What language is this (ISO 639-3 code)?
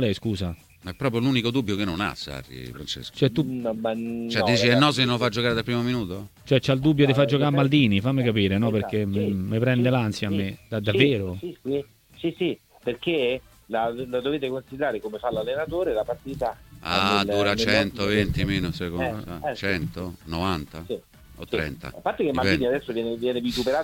ita